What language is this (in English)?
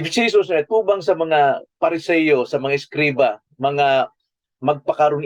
Cebuano